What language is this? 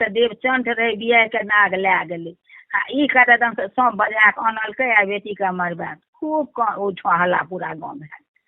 Maithili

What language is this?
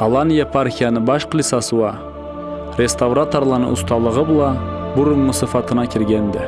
Karachay-Balkar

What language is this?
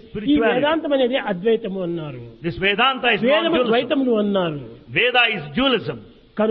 Telugu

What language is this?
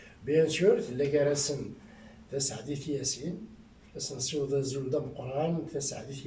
Kabyle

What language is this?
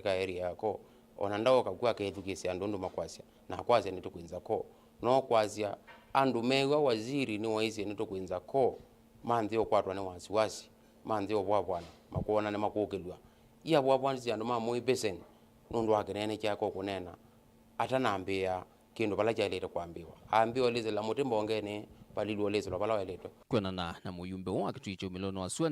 Kamba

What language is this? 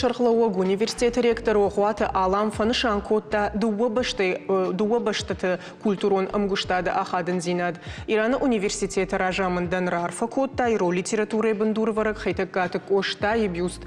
Ossetic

